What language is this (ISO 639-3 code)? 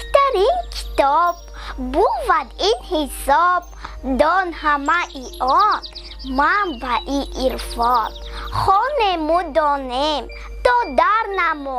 tgk